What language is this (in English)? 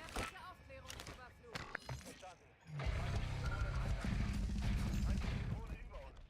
Swiss German